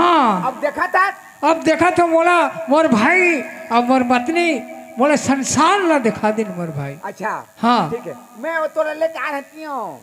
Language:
Chhattisgarhi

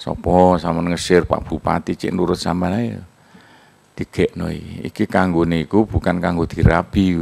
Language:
Javanese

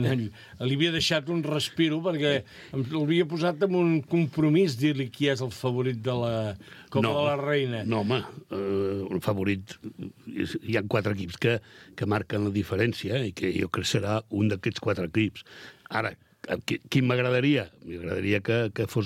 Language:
Catalan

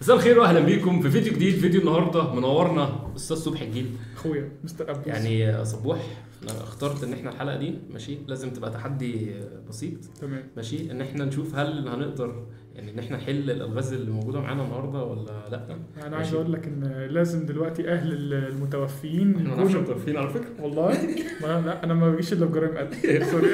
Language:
Egyptian Arabic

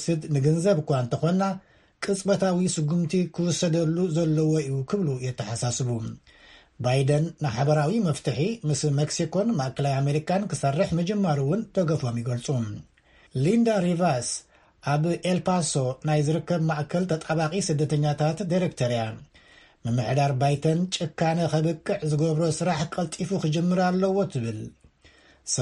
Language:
Tigrinya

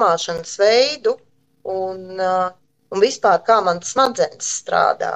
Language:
Latvian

